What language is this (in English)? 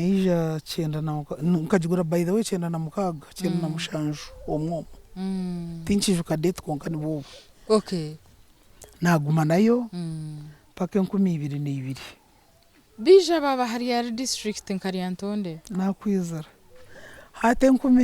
Nyankole